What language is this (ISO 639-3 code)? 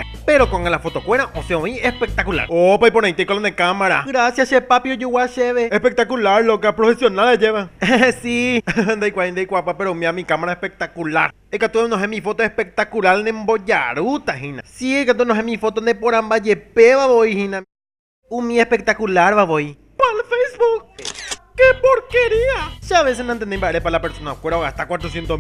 grn